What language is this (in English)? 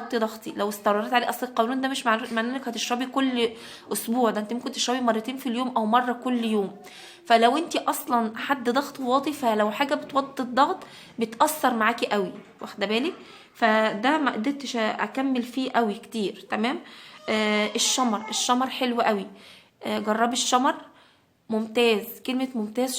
Egyptian Arabic